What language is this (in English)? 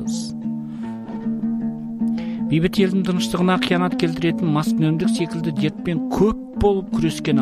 Kazakh